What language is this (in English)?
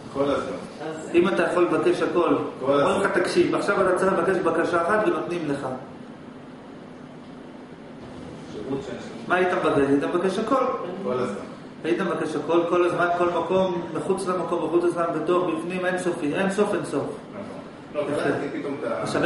Hebrew